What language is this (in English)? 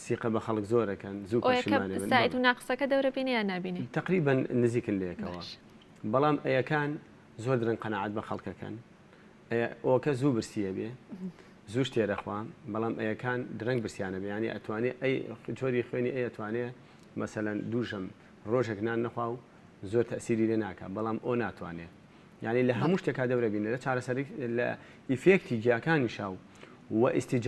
Central Kurdish